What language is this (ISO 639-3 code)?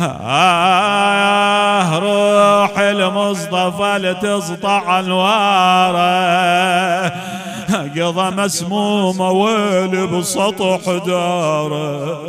acm